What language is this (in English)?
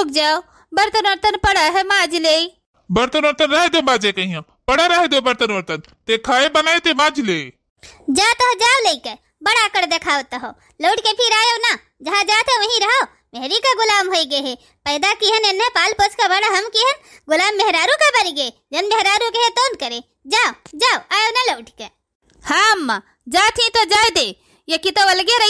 Awadhi